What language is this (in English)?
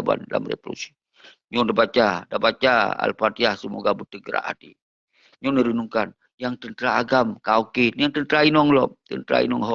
Achinese